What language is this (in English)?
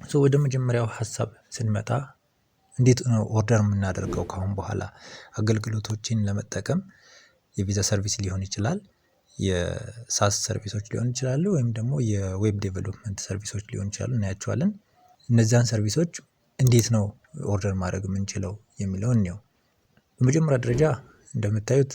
Amharic